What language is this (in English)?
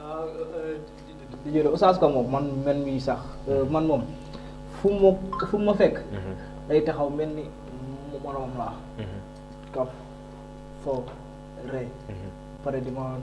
Wolof